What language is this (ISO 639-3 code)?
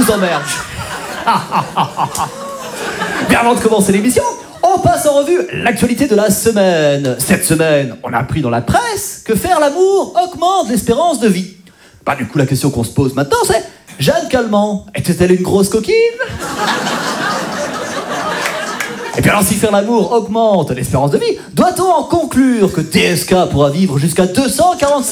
fra